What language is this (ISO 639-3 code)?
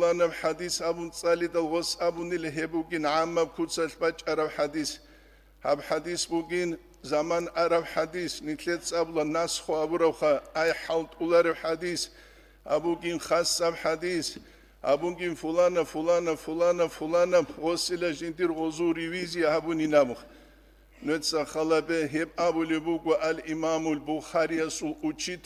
ava